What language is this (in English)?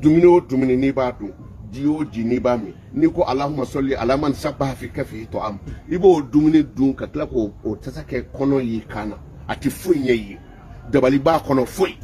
Bambara